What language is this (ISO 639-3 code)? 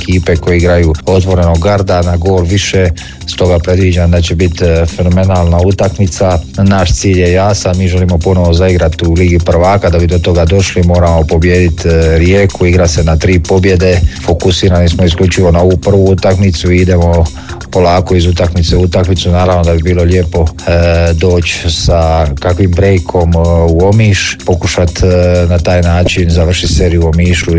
hrv